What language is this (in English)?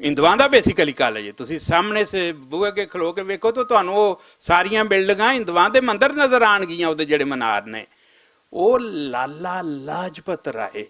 Western Panjabi